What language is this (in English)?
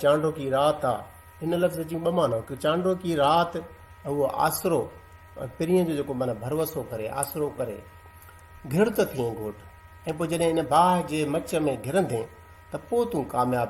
Sindhi